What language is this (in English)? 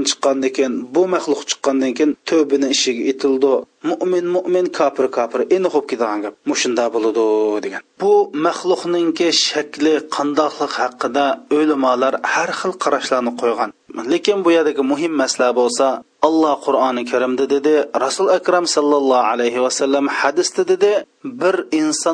Uyghur